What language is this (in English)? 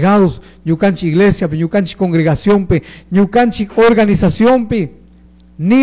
Chimborazo Highland Quichua